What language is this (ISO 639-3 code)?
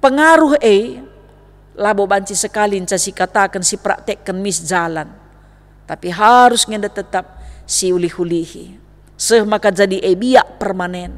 btx